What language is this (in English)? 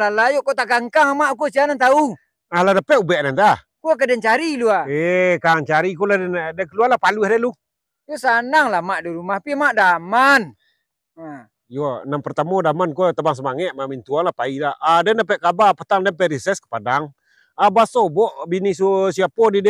Minangkabau